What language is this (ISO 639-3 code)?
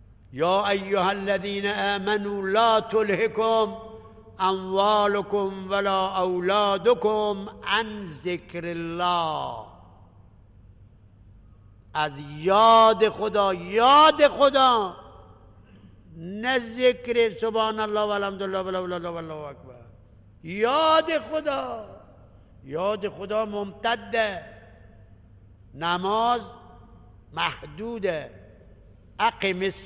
fas